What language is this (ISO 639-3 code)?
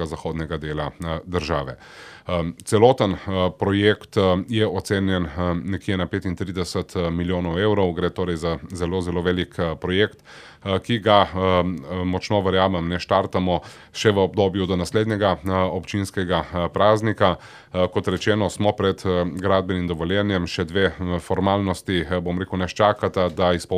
slv